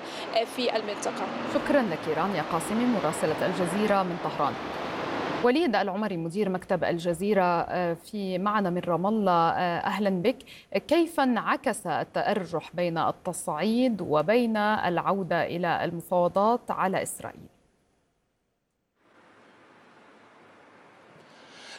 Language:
Arabic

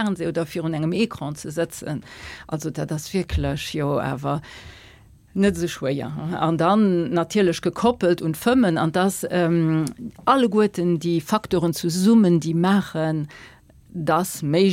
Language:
Luxembourgish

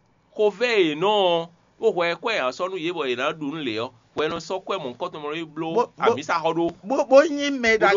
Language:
Fon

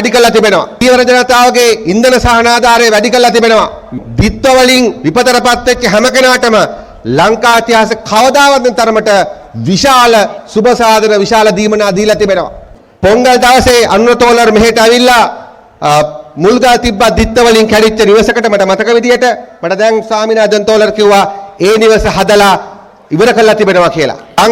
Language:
Sinhala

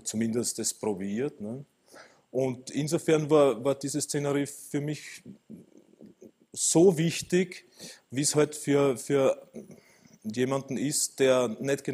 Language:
German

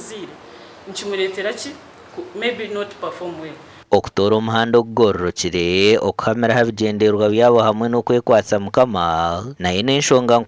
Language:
Nyankole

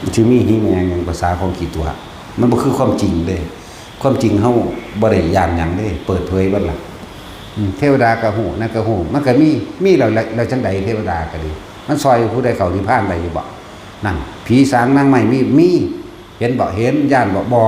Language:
Northeastern Thai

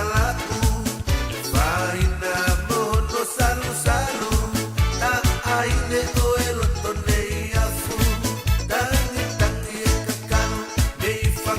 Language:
Tongan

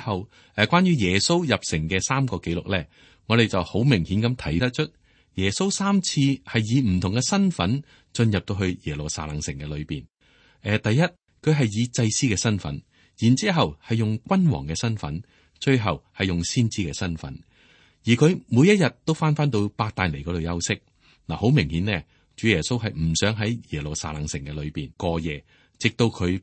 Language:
Cantonese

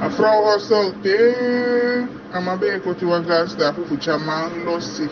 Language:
Eastern Maroon Creole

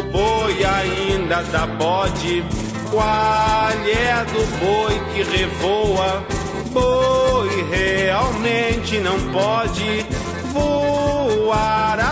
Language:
Portuguese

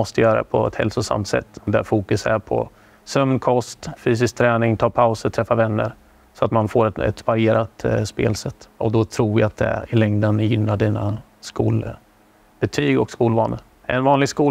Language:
Swedish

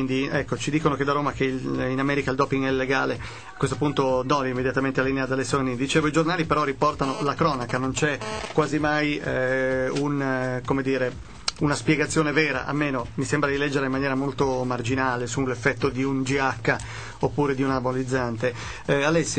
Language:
Italian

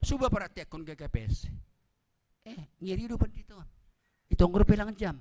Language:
Batak Simalungun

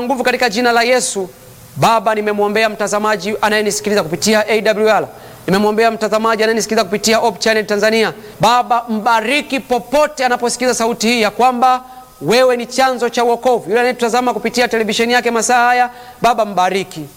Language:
Swahili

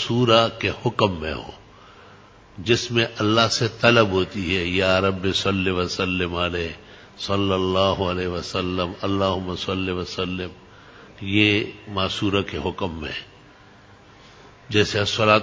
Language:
Urdu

